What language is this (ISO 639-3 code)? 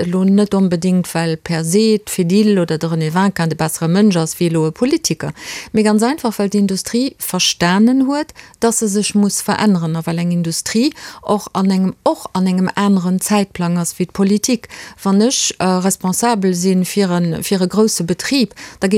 ltz